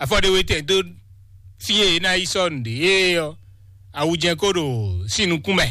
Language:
Fon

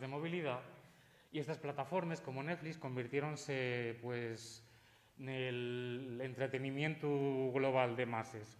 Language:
Asturian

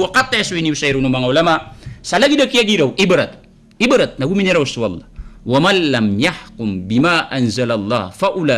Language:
Maranao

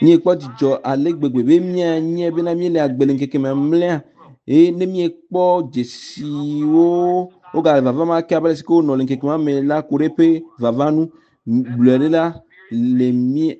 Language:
Ewe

